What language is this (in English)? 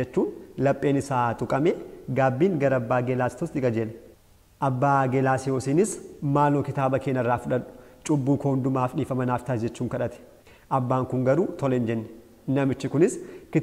Oromo